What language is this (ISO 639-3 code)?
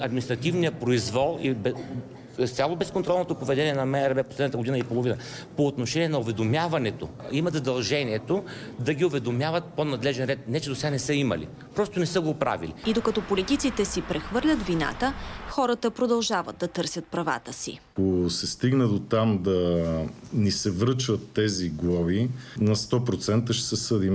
bul